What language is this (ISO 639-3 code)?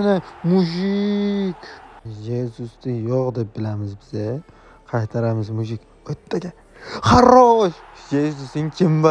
uzb